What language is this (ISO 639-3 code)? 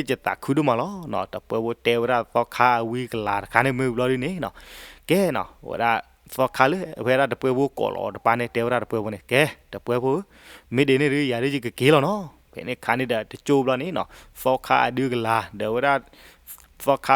ksw